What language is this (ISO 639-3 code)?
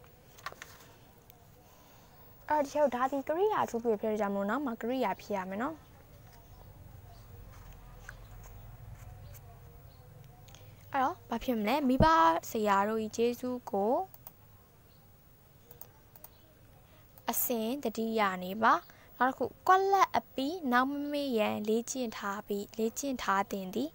mya